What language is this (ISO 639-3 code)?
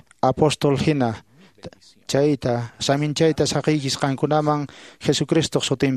que